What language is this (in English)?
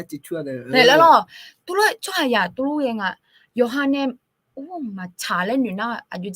Akha